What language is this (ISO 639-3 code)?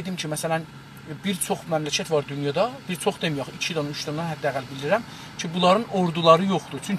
azb